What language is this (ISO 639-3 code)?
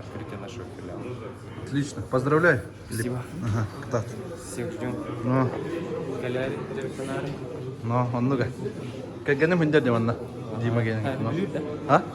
sah